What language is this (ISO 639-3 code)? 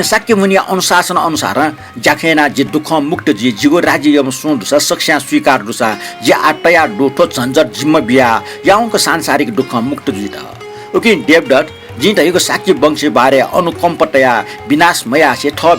new